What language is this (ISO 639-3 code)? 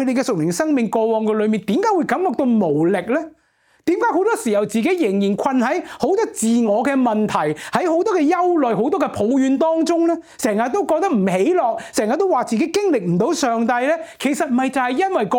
yue